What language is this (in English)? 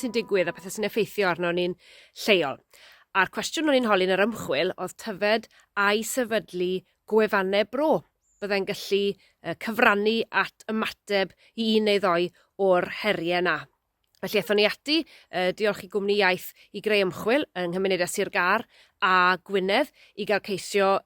Welsh